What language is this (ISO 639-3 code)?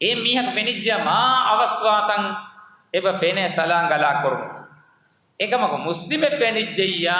div